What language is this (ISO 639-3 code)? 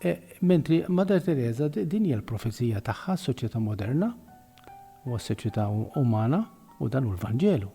mlt